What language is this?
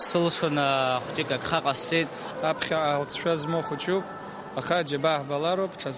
Abkhazian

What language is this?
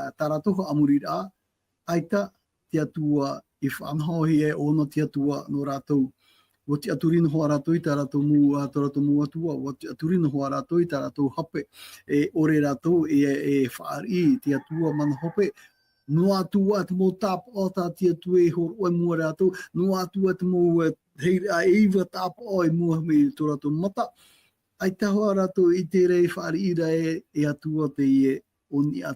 Tahitian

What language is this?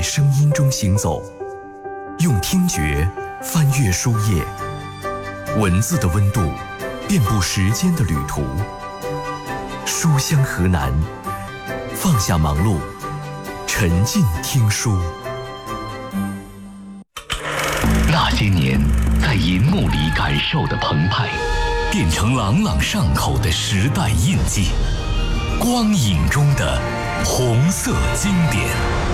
Chinese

